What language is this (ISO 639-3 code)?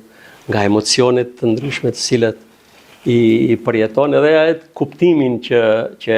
sqi